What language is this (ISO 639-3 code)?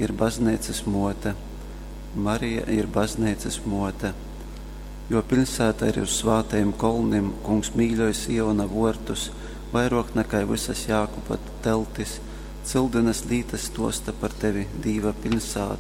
ltg